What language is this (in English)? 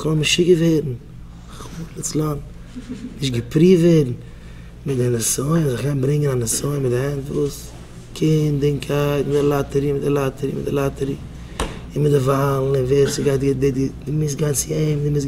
Yiddish